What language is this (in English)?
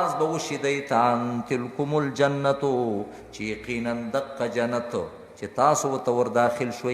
Pashto